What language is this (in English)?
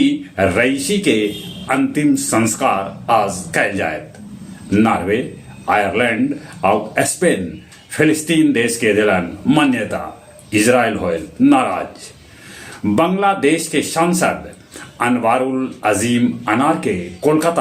Magahi